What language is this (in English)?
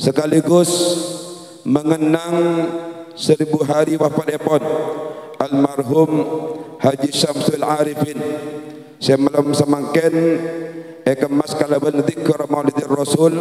Madurese